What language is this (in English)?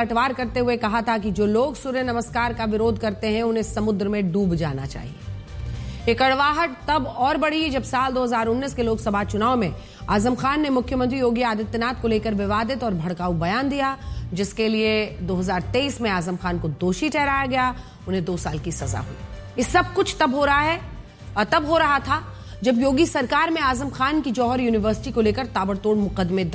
Hindi